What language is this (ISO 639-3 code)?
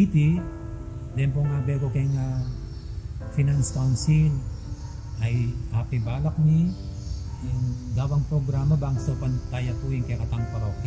pam